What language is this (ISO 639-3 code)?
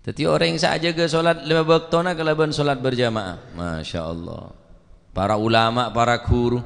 mad